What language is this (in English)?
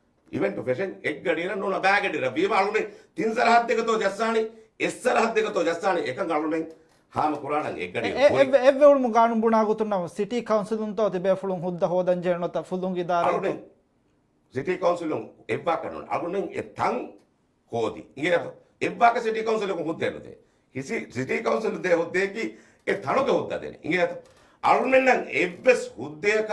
Divehi